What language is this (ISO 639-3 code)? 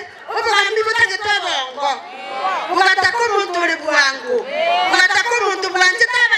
guz